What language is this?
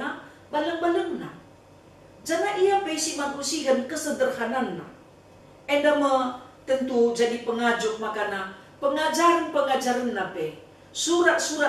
Batak Karo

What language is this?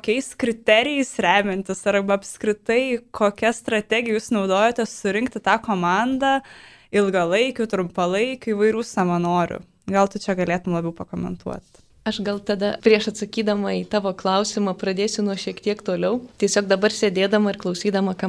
Lithuanian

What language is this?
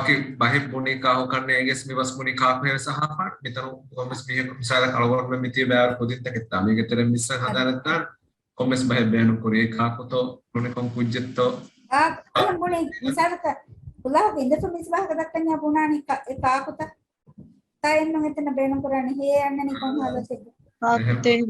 Divehi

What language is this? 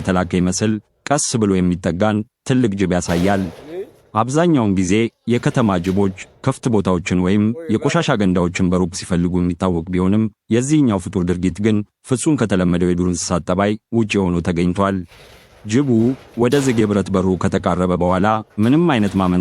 Amharic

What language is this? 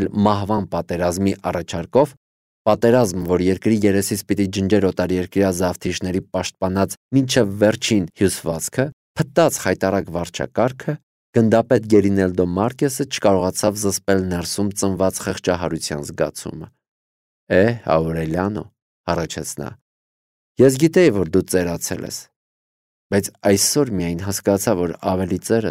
Armenian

